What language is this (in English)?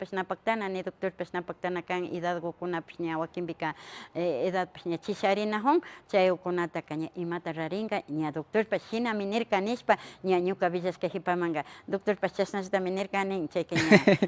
Imbabura Highland Quichua